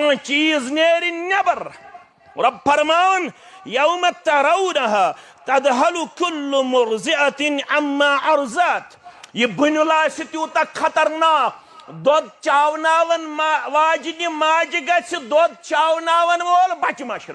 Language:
Kashmiri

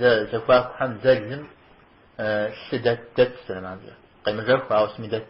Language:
Kabardian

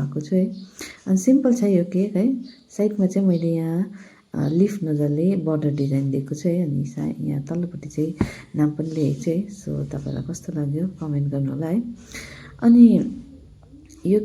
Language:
Nepali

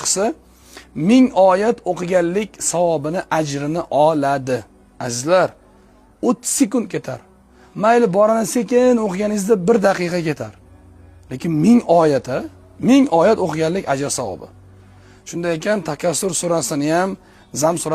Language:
Uzbek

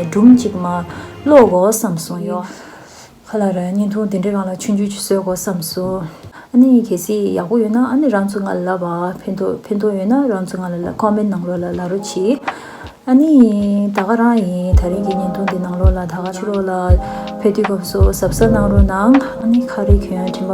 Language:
Tibetan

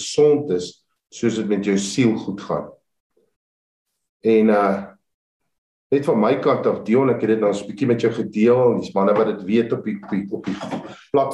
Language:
Afrikaans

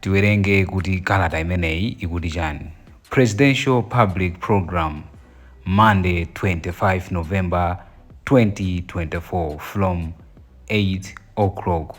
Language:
Nyanja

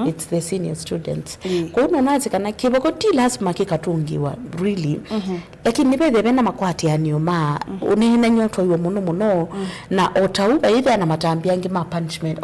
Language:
Kamba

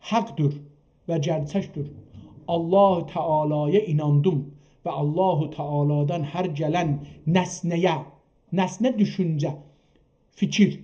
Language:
South Azerbaijani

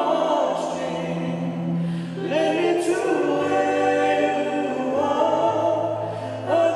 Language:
Tongan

